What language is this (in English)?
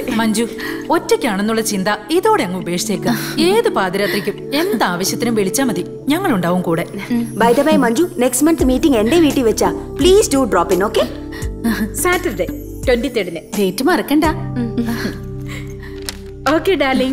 Malayalam